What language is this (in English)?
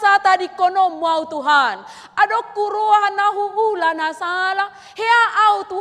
Batak Toba